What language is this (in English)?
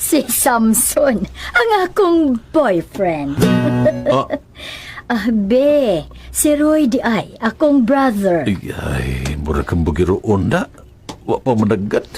Cebuano